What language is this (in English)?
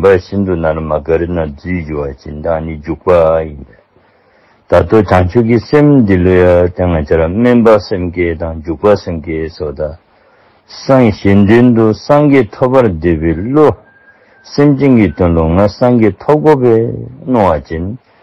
Dzongkha